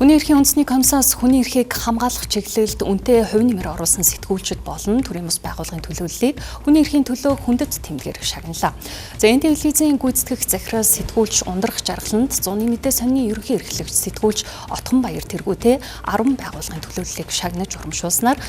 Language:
Mongolian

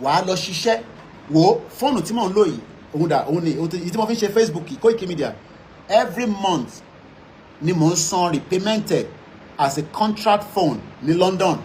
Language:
Yoruba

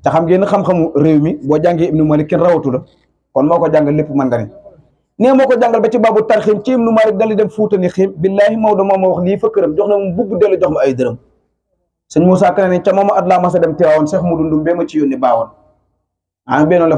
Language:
Wolof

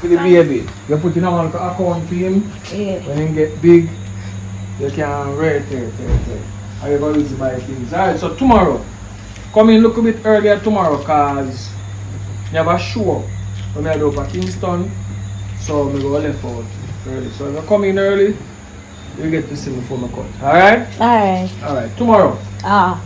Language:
Jamaican Creole English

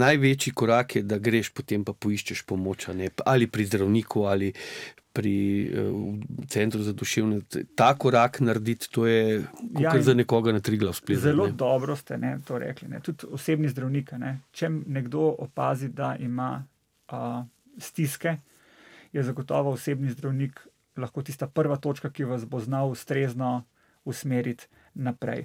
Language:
Slovenian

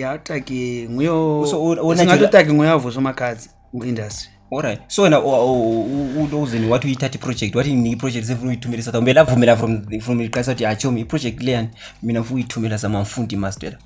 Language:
Zulu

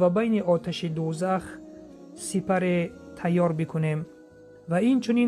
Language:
Tajik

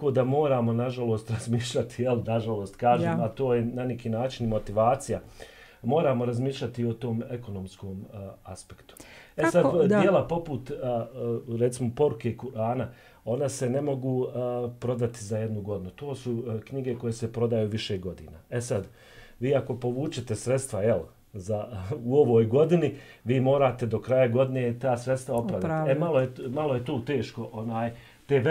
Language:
Bosnian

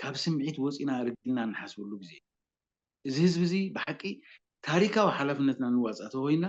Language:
Tigrinya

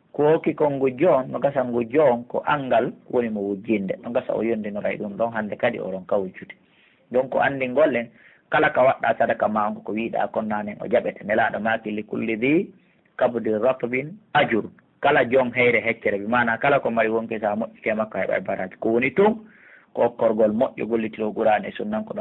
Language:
Pular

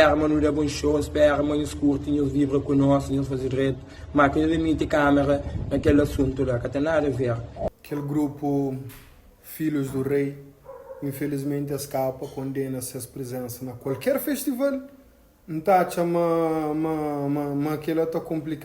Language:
Kabuverdianu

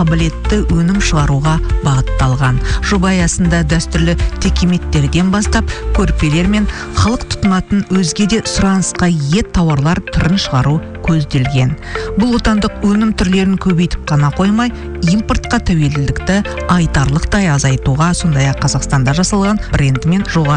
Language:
Kazakh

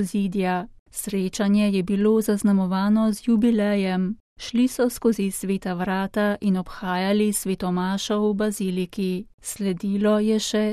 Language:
Slovenian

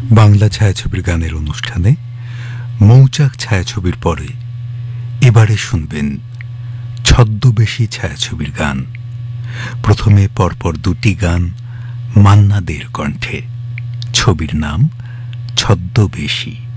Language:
Bangla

